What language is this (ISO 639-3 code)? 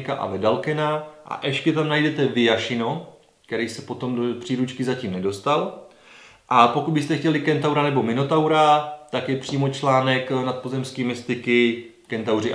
ces